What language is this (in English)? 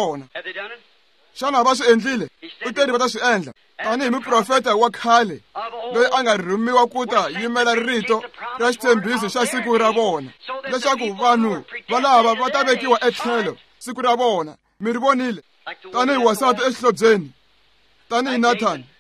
Tsonga